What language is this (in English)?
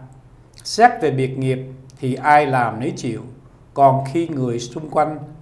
Vietnamese